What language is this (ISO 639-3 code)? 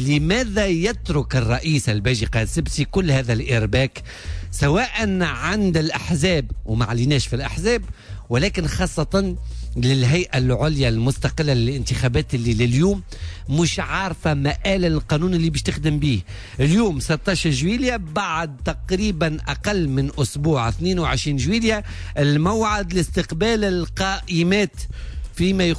aeb